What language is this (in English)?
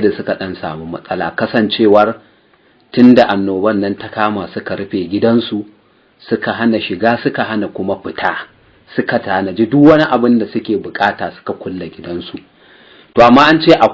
Hausa